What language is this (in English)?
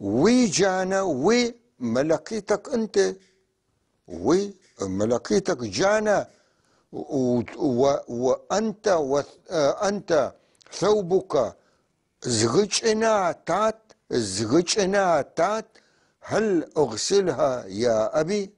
North Levantine Arabic